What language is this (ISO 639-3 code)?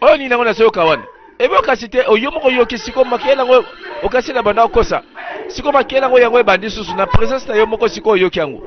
lin